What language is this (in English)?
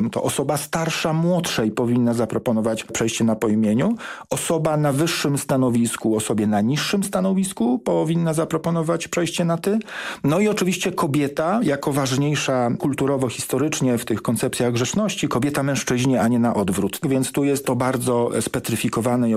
Polish